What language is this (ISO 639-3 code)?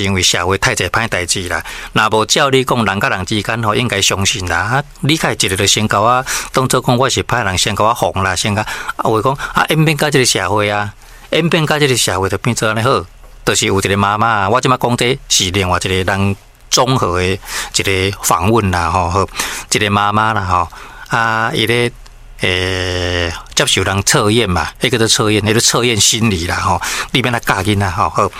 nan